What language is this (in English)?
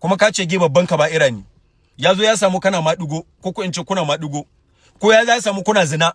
Hausa